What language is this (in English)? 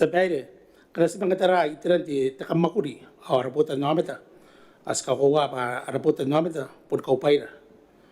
Gilbertese